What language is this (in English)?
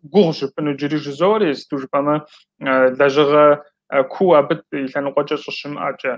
Kabardian